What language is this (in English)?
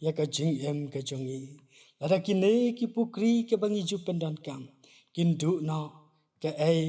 Khasi